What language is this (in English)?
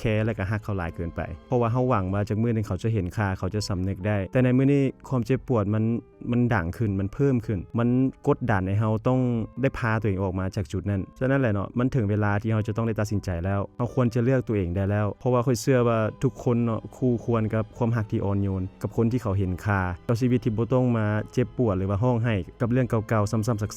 Lao